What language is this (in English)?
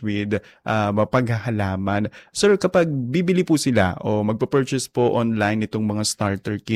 Filipino